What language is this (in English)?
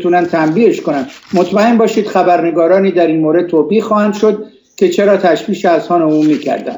Persian